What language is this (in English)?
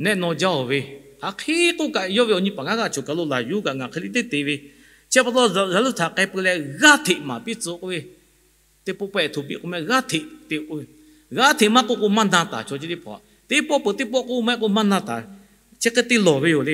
Lahu